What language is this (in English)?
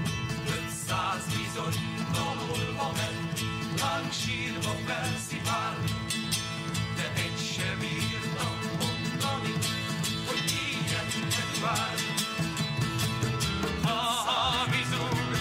Hungarian